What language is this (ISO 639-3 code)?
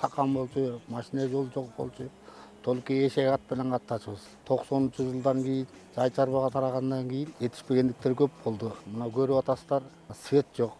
kir